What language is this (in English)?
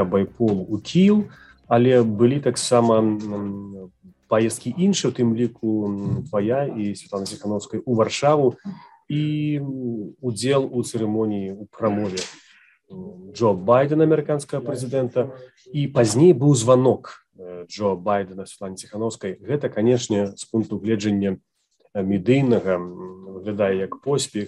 Belarusian